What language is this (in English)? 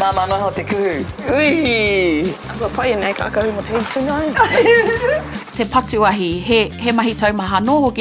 Māori